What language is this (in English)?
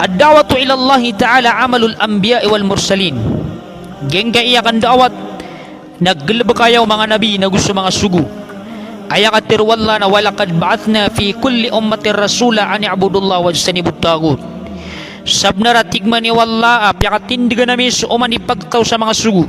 Maranao